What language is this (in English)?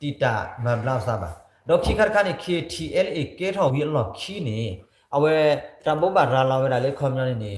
S'gaw Karen